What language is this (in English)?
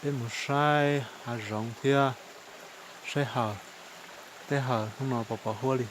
Hmong